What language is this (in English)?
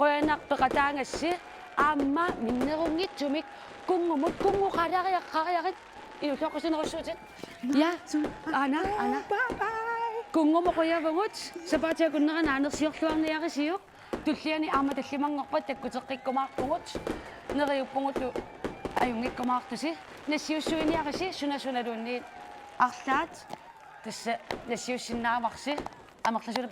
Kalaallisut